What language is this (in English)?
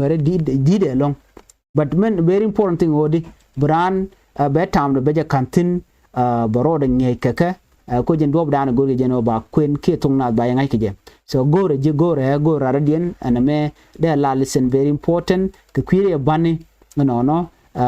Nuer